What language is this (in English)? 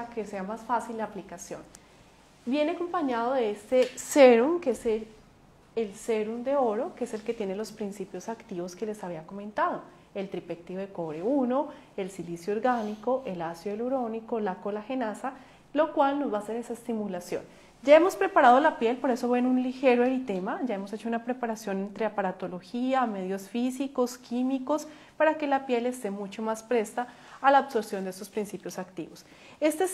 Spanish